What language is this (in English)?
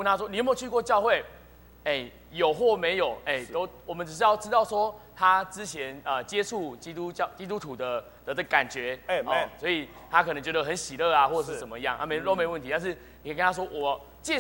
Chinese